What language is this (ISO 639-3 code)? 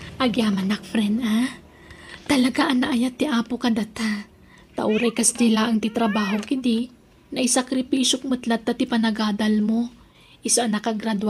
ilo